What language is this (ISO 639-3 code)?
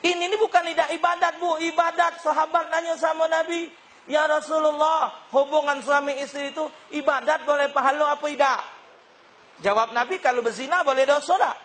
mui